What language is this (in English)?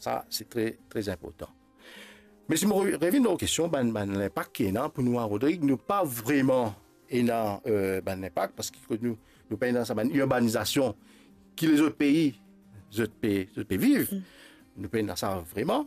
Morisyen